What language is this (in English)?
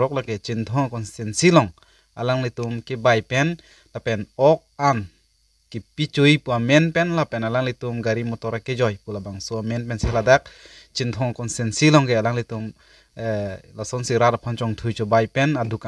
Karbi